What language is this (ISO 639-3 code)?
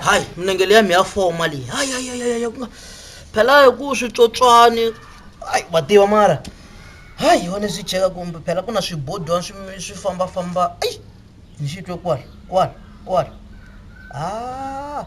tso